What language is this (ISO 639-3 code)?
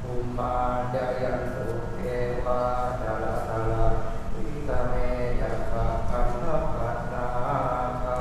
pli